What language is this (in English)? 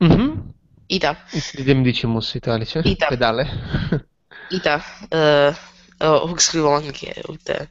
Latin